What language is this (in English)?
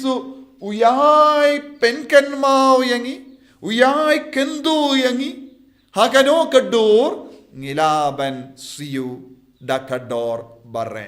Khasi